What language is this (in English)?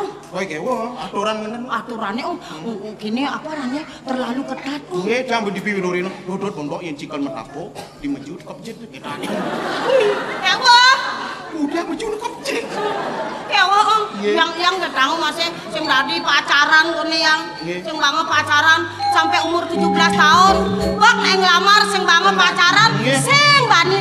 Balinese